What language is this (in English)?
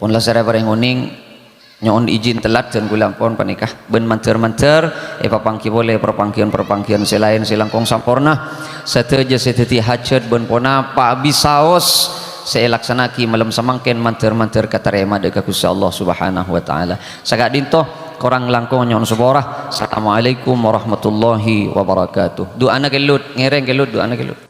Madurese